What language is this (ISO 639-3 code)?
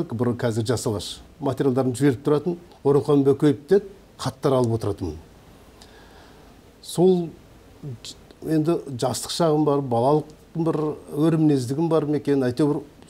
kaz